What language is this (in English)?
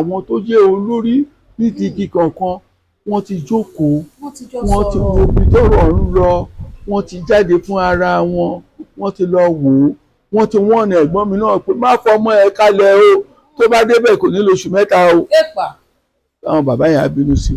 Yoruba